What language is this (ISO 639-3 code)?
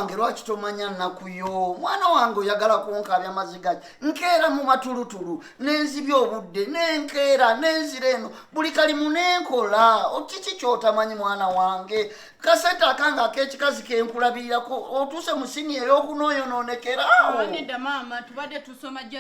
lug